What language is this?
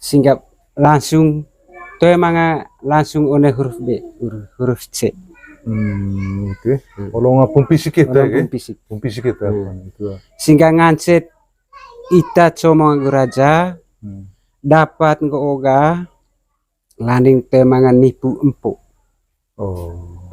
Manggarai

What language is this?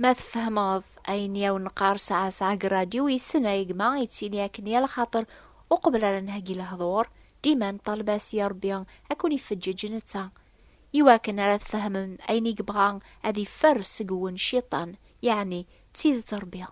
Kabyle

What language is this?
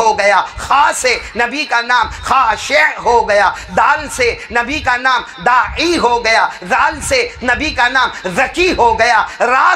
Urdu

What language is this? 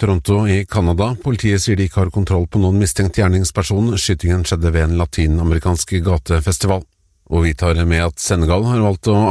Norwegian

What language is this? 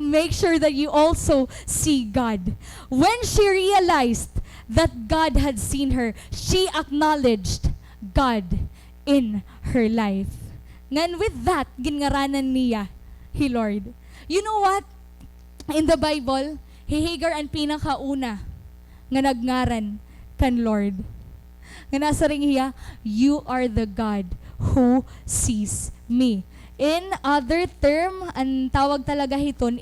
Waray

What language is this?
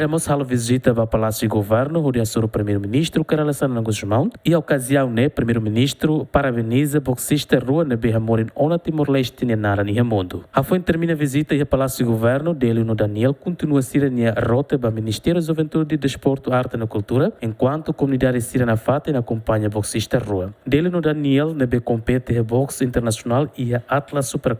Tetum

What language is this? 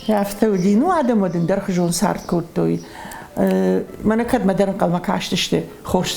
Ossetic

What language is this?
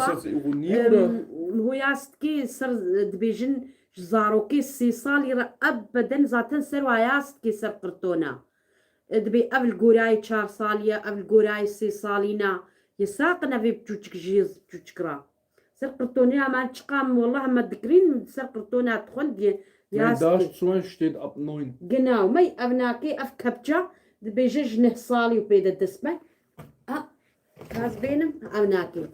Kurdish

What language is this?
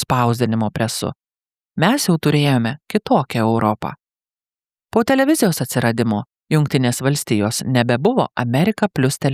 Lithuanian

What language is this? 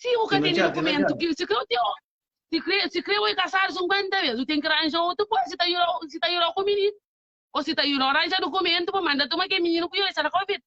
Kabuverdianu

